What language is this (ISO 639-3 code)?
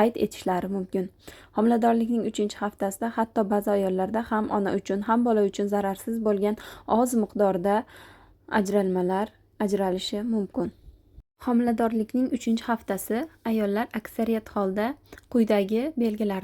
uzb